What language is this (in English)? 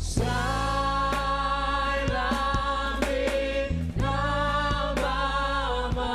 Batak Simalungun